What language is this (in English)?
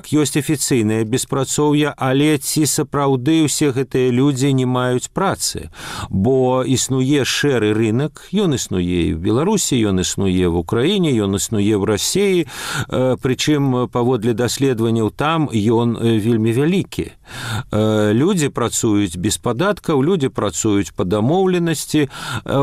Belarusian